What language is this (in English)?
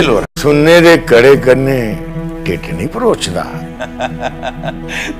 Dogri